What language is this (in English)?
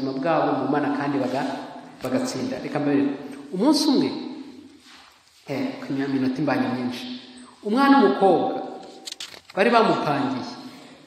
Kinyarwanda